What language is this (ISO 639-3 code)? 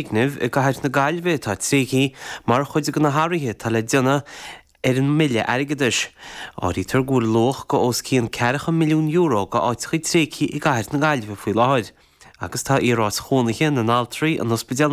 gle